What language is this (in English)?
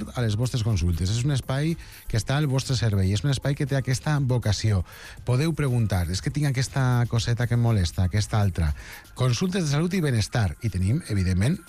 Catalan